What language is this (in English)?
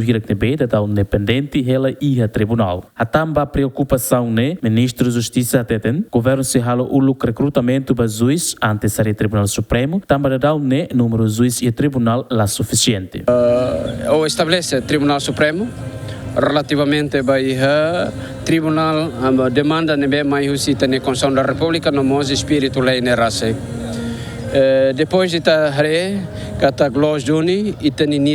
Tetum